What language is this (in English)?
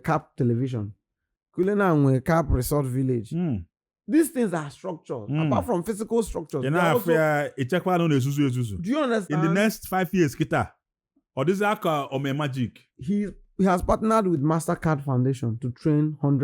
Igbo